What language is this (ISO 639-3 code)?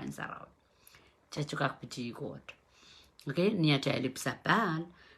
pon